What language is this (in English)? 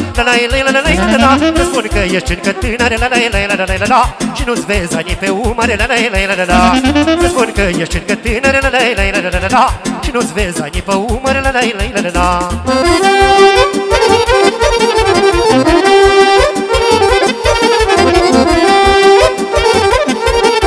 Romanian